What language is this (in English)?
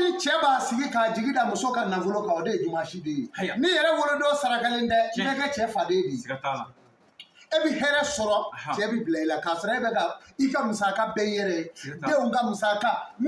Bambara